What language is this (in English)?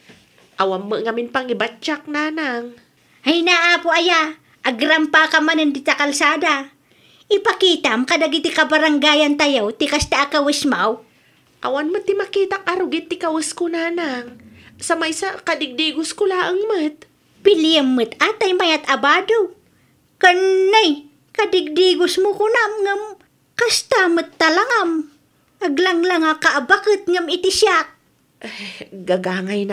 Iloko